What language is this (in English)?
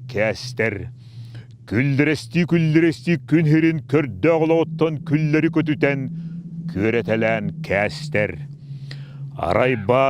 Yakut